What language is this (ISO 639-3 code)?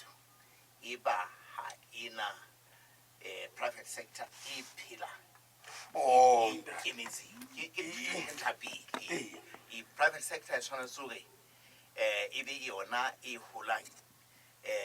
sot